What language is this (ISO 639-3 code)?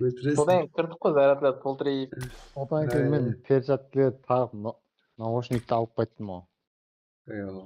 kaa